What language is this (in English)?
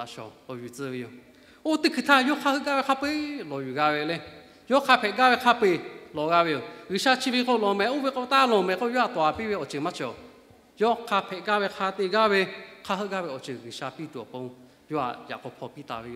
Lahu